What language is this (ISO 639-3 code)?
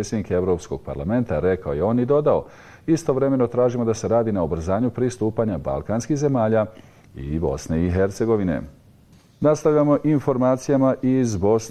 bos